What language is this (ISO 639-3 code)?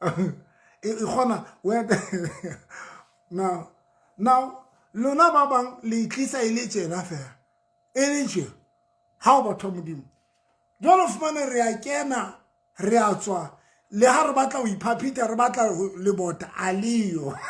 sot